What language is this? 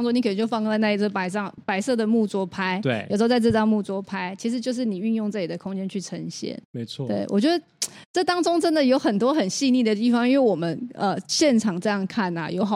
Chinese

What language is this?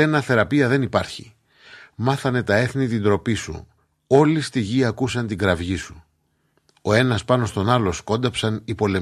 Greek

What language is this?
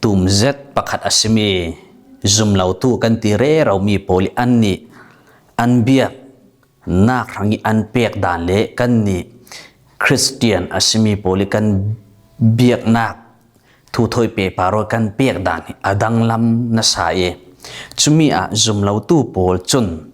Falam Chin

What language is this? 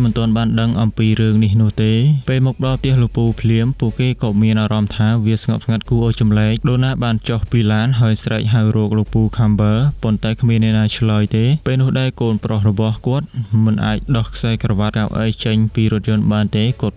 Khmer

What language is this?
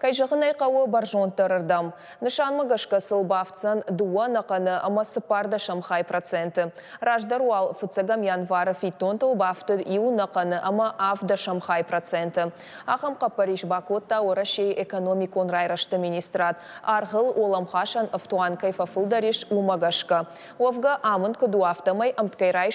Ossetic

